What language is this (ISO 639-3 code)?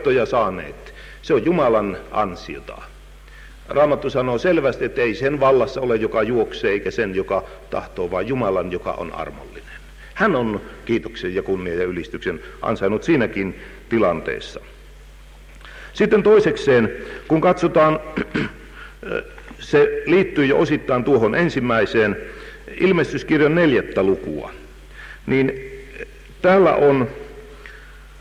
fin